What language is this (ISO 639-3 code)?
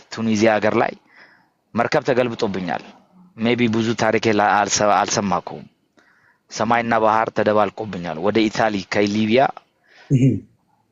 amh